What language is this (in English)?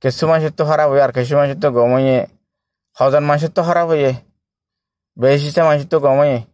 Rohingya